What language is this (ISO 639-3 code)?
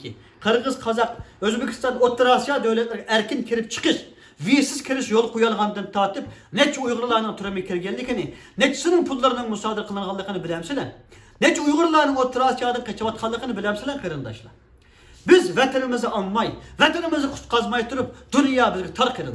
uig